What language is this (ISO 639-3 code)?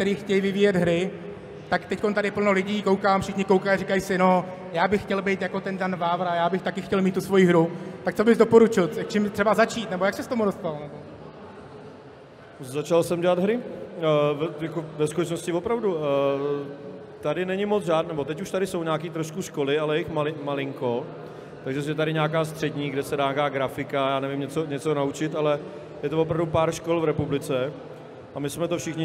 ces